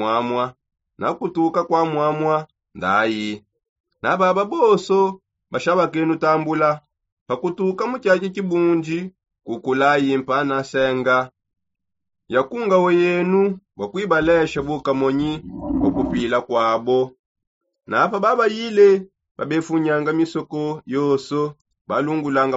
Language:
Songe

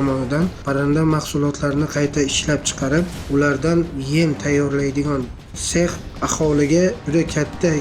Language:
Uzbek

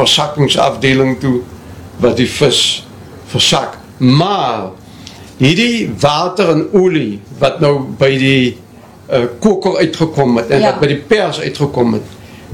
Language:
Afrikaans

